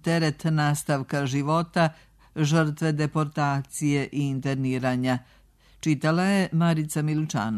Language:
Serbian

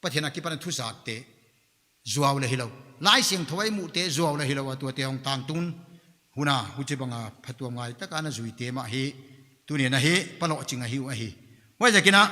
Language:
Paite Chin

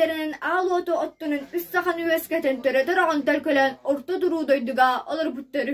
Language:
Yakut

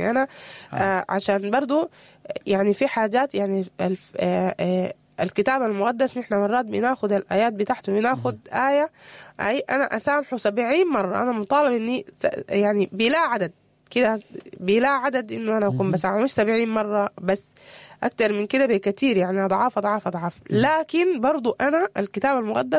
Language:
Sudanese Arabic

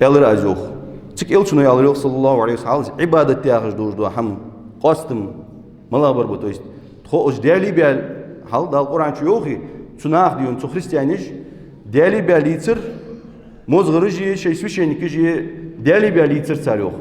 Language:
Ingush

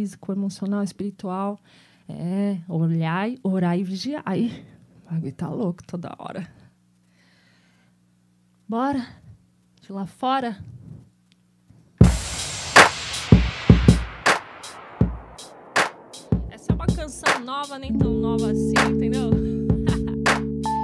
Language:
Portuguese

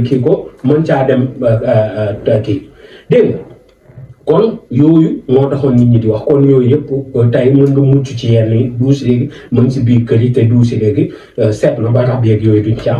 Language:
Wolof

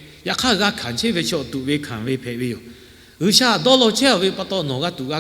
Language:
Lahu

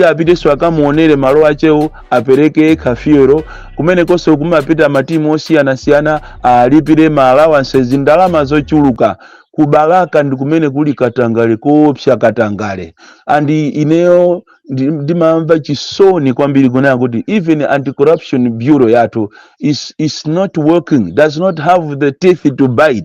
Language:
Nyanja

